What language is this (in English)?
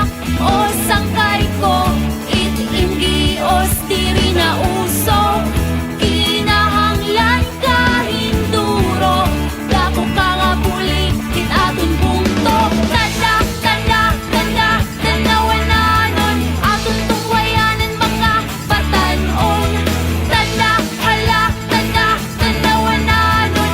Waray